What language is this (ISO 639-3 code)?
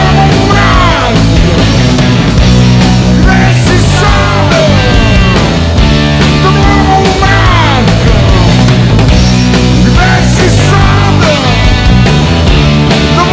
srp